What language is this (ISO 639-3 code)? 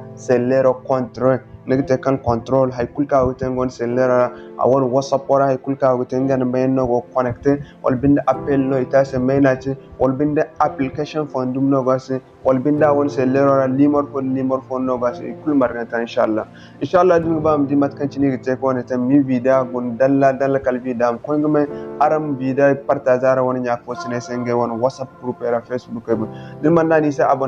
dje